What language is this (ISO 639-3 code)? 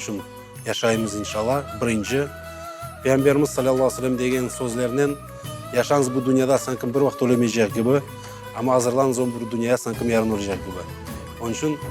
crh